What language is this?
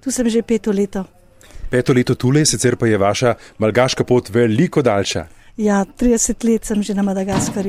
Slovenian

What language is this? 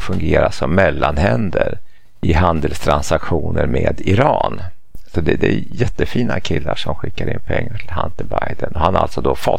Swedish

